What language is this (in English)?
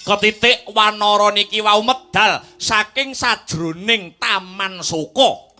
Javanese